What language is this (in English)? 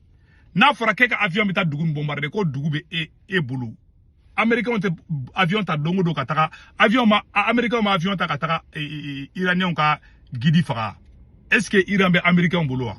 Bambara